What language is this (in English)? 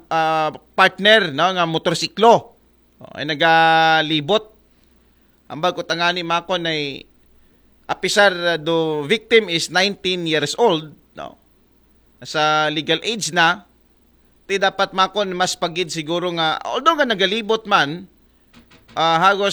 Aklanon